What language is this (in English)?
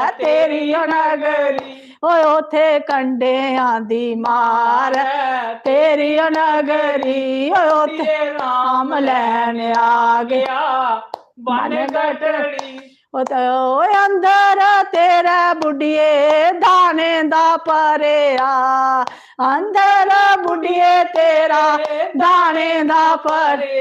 Dogri